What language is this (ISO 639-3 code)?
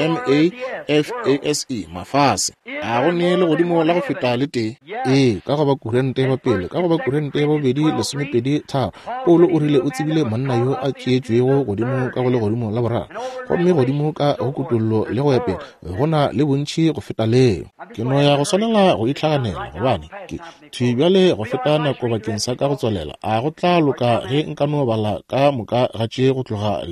nso